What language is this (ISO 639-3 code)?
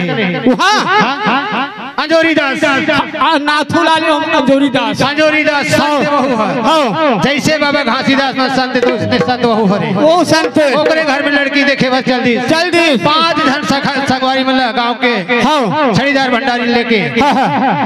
hne